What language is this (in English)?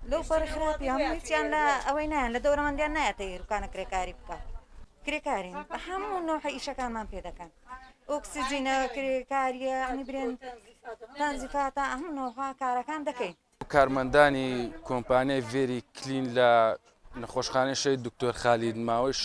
Central Kurdish